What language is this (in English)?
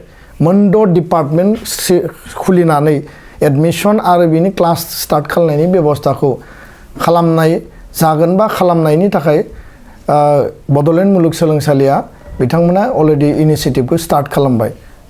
Bodo